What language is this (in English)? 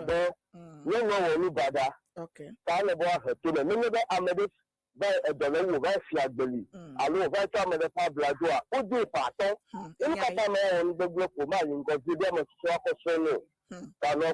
Ewe